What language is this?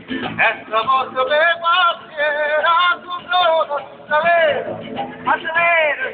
Neapolitan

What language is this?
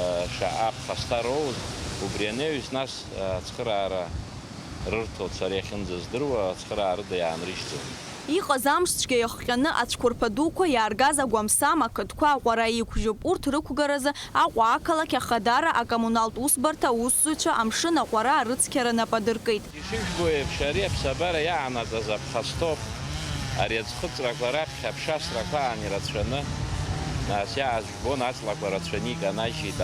Abkhazian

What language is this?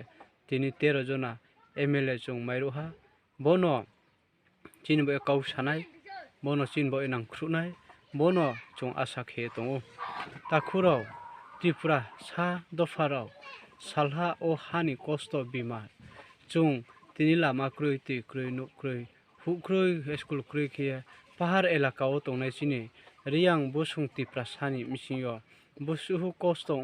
Riang (India)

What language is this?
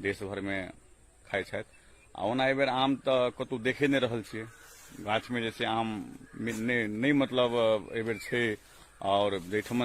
Maithili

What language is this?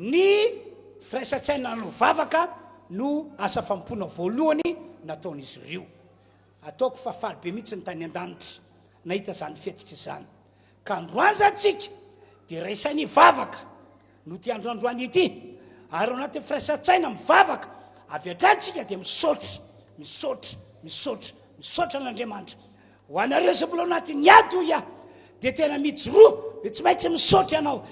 Malagasy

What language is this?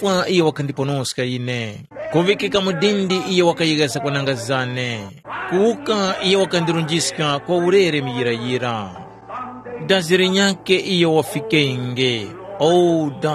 Tumbuka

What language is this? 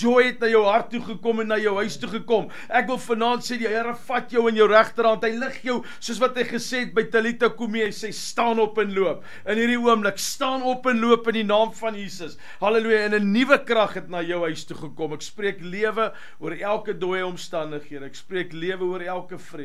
Afrikaans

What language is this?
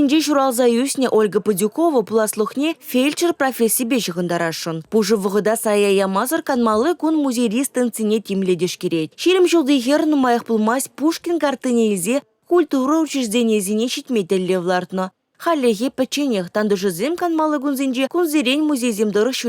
Chuvash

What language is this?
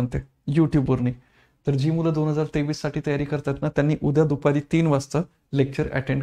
Marathi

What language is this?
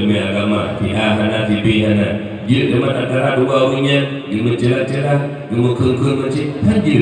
Achinese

